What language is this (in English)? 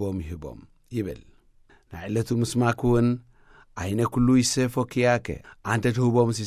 Tigrinya